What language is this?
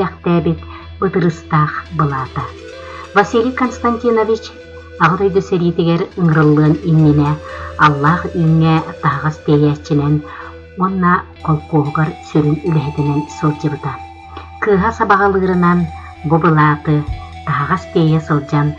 Yakut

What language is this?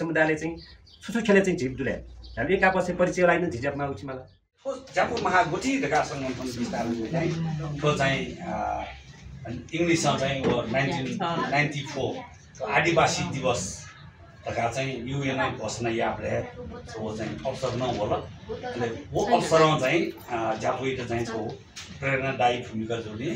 Newari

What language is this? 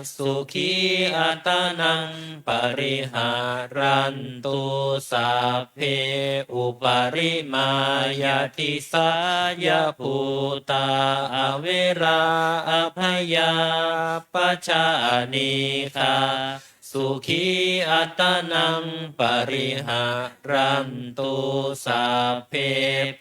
Pali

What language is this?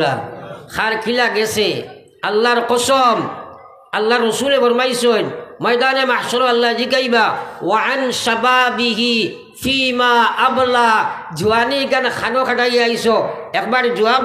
Sylheti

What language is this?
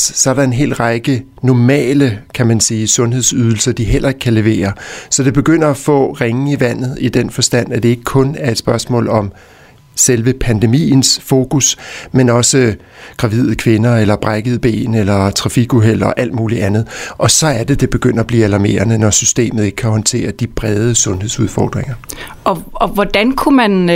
Danish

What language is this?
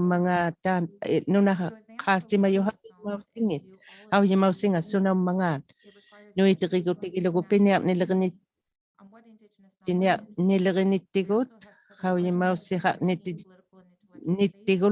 Inuktitut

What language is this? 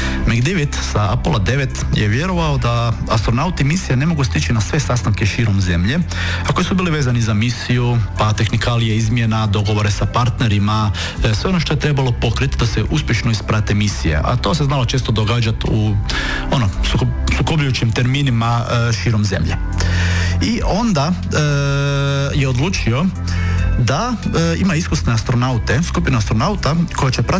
Croatian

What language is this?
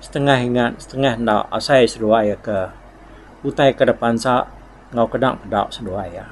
Iban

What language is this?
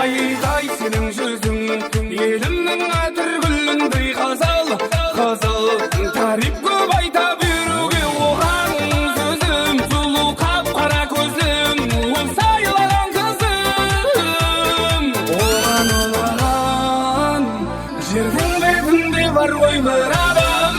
Kara-Kalpak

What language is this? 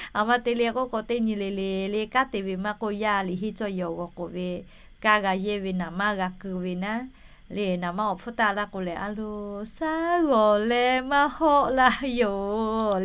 Lahu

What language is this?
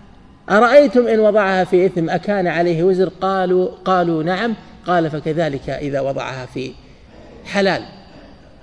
Arabic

